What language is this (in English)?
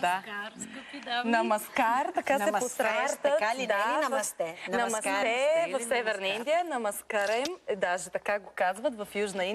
Bulgarian